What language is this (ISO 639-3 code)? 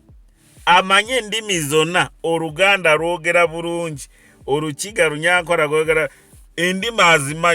lug